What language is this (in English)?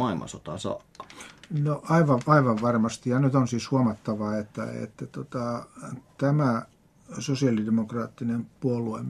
Finnish